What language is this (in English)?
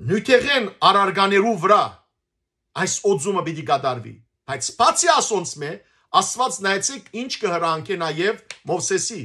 Western Armenian